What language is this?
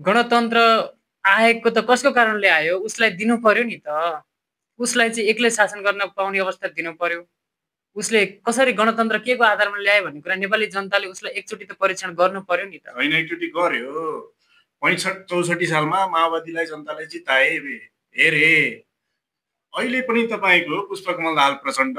Nepali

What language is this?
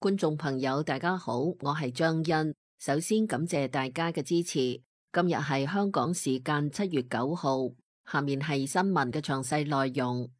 Cantonese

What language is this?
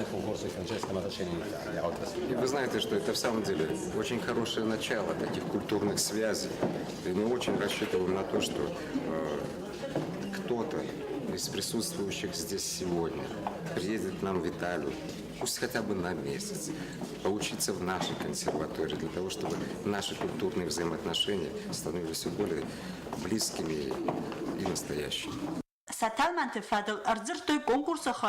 Ossetic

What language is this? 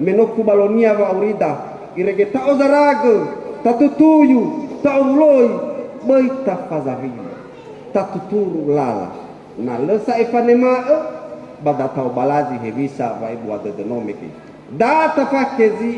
Nias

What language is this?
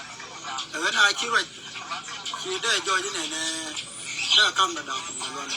Nuer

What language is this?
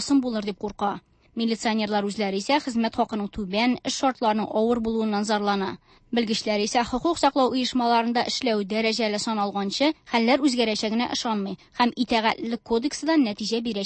Tatar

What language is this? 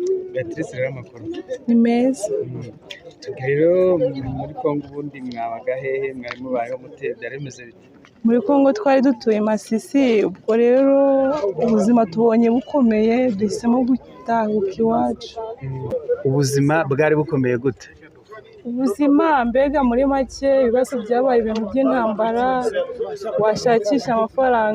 Kinyarwanda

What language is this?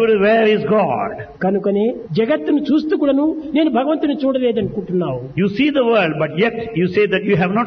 Telugu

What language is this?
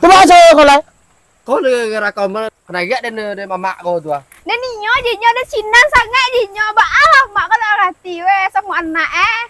Minangkabau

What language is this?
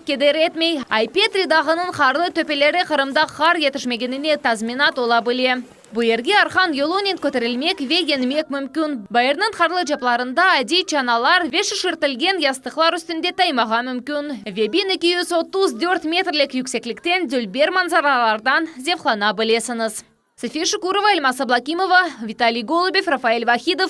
Crimean Tatar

